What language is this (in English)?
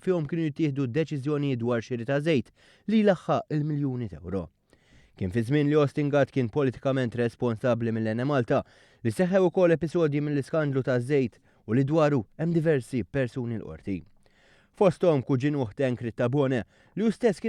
Maltese